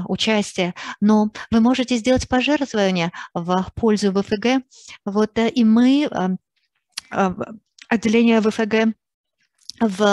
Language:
Russian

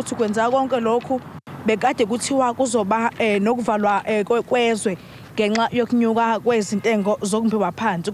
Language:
Zulu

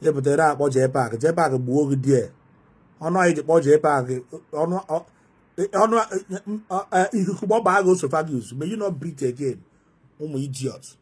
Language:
Igbo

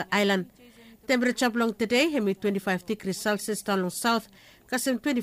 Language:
Bislama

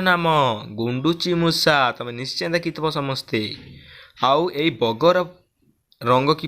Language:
Odia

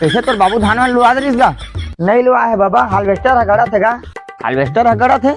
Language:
Chhattisgarhi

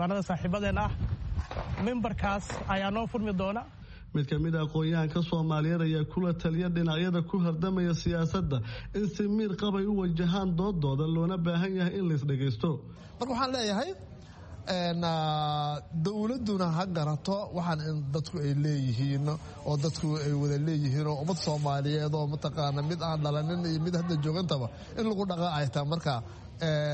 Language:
Somali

